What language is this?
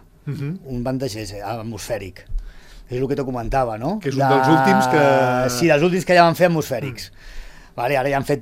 Catalan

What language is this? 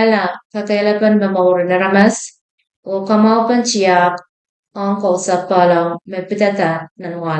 Pohnpeian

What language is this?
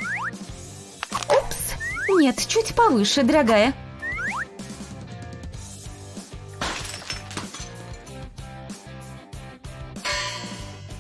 Russian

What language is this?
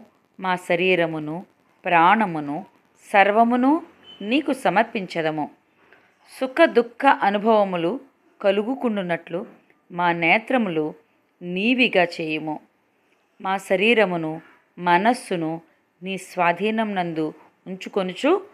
Telugu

